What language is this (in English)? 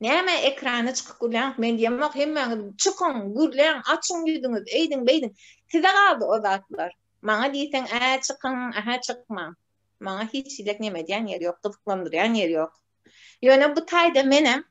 Turkmen